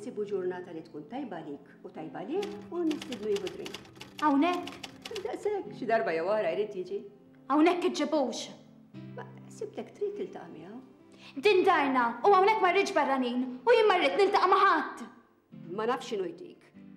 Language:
Maltese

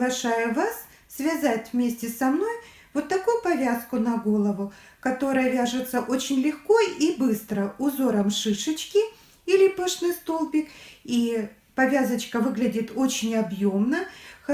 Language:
Russian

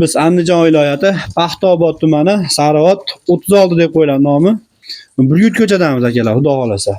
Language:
Uzbek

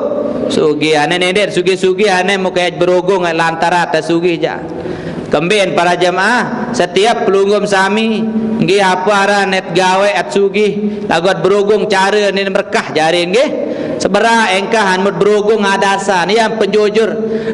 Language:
Sasak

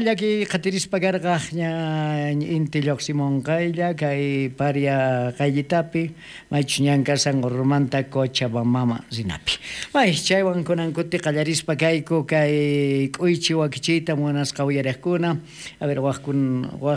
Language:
South Bolivian Quechua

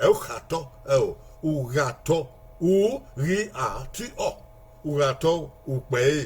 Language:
Bini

